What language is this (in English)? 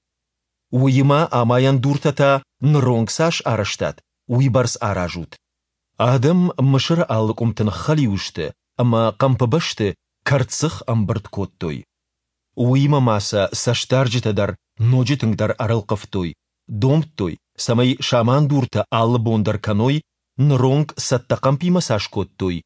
Ossetic